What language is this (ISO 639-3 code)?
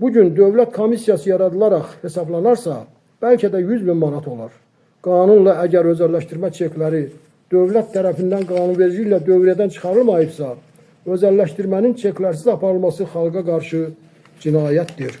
aze